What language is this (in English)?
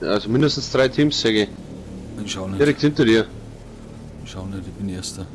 Bavarian